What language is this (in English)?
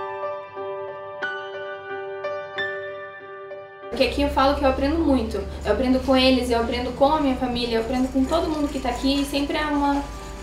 Portuguese